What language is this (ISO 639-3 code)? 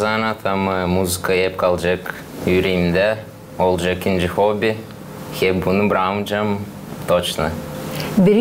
gag